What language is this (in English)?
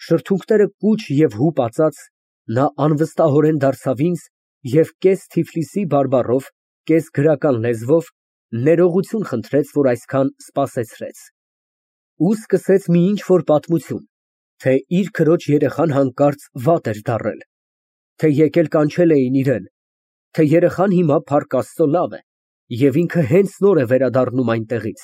Armenian